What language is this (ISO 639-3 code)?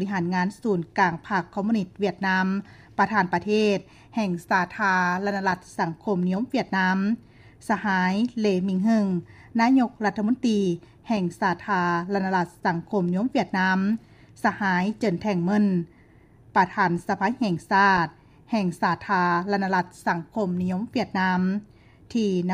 lao